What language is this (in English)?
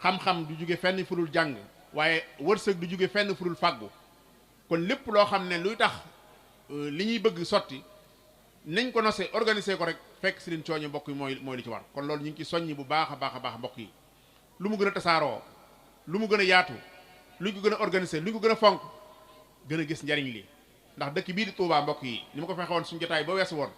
Wolof